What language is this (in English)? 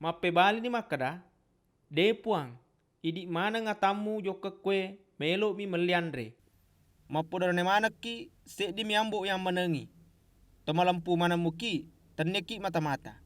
Buginese